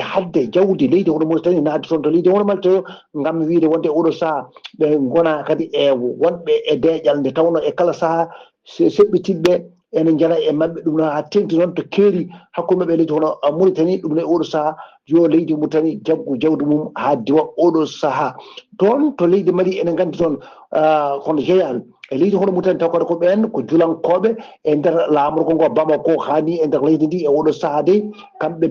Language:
Fula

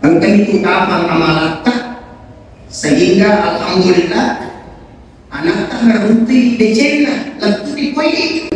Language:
Buginese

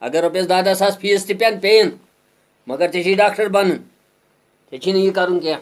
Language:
Kashmiri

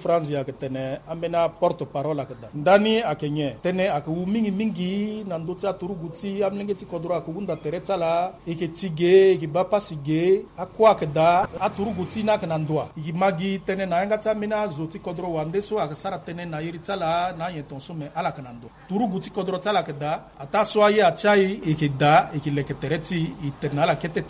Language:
Sango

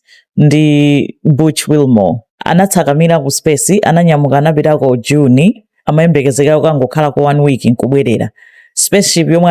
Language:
Nyanja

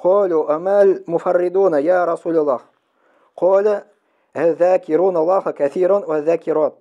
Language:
Tatar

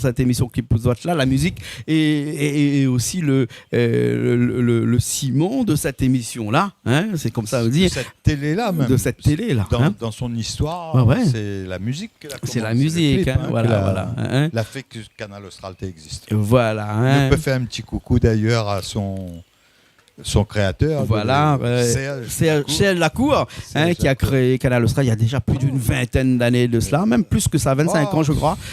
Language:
Réunion Creole French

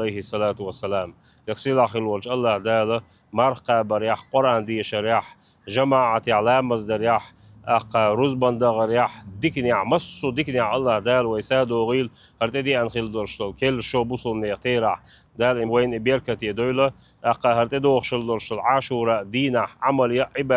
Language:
Chechen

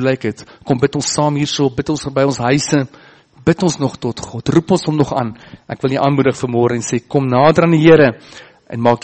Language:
Afrikaans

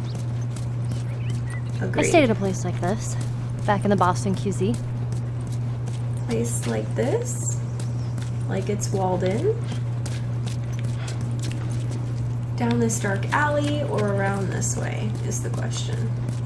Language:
English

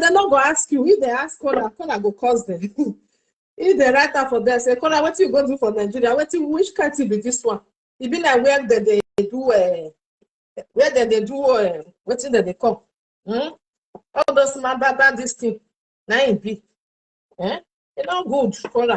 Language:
Nigerian Pidgin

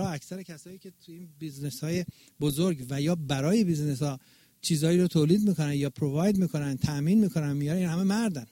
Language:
Persian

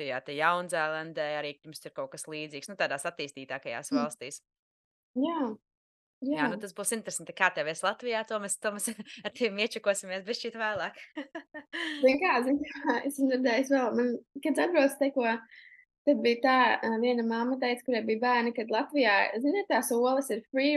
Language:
Latvian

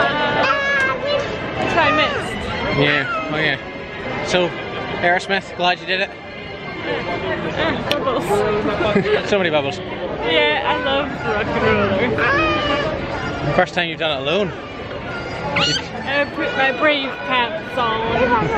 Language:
English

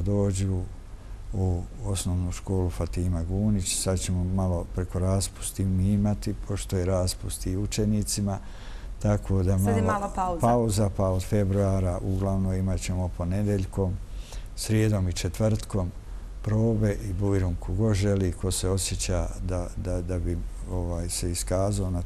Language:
Bosnian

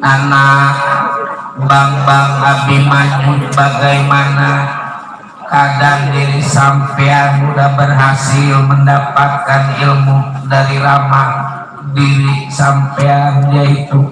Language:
Betawi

